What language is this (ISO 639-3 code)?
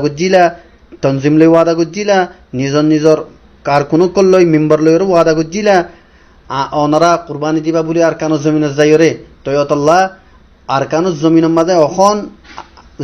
rhg